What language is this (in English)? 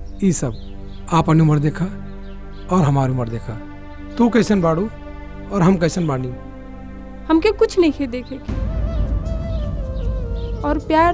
Bhojpuri